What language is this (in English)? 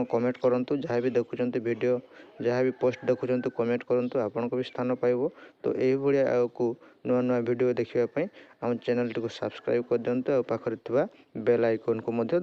Odia